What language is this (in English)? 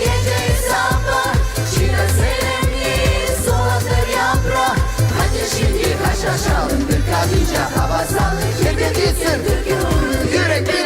Gagauz